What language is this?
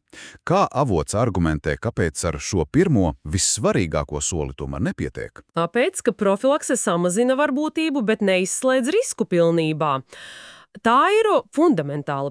Latvian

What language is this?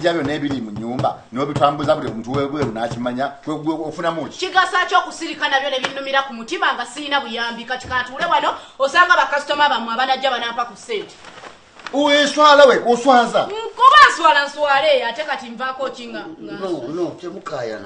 Ganda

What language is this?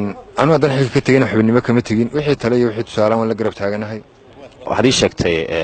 Somali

